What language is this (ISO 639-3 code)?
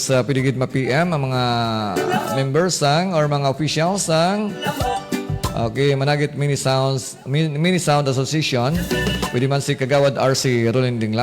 hil